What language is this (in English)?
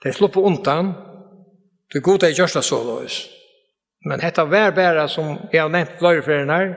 Faroese